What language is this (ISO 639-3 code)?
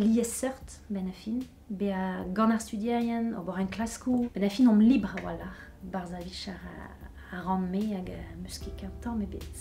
bre